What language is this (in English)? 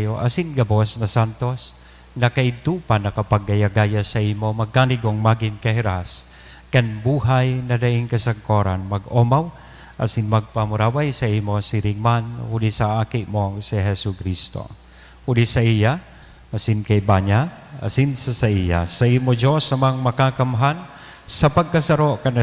Bikol